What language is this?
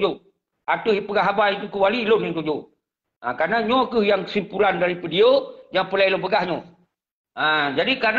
Achinese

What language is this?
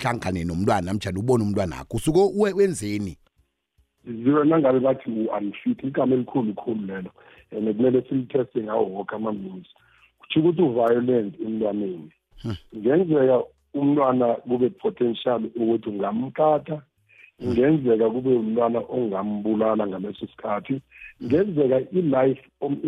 South Ndebele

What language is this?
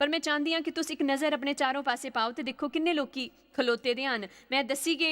Dogri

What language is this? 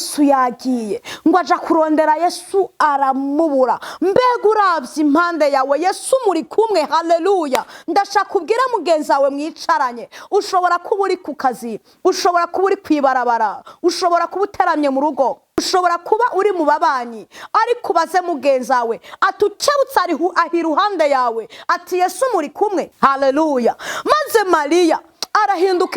Rundi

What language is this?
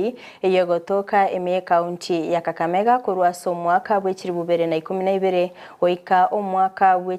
Gusii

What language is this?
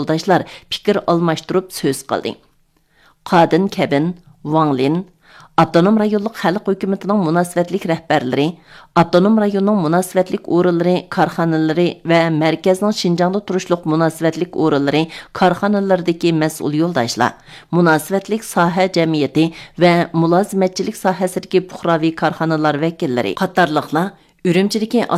Uyghur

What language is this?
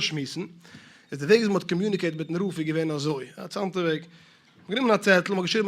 Yiddish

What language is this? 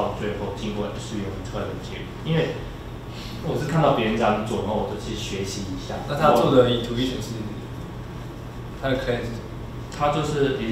Chinese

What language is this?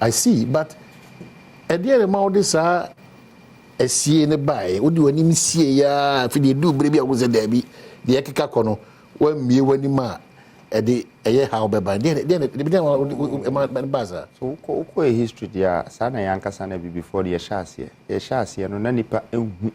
Akan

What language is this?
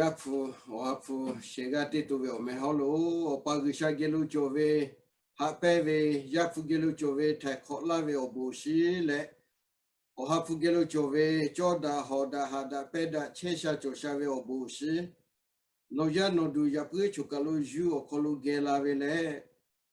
Lahu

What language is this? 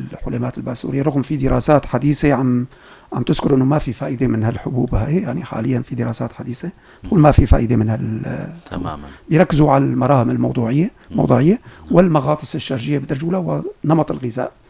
North Levantine Arabic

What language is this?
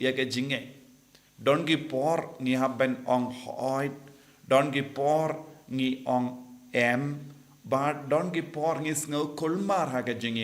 Khasi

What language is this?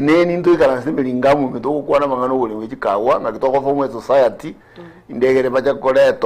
Gusii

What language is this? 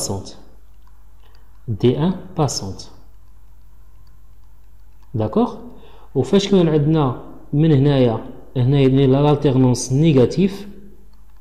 Moroccan Arabic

